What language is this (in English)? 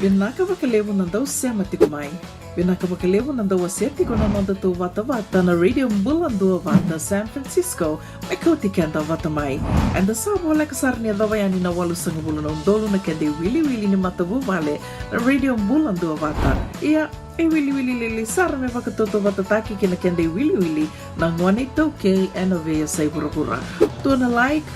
Fijian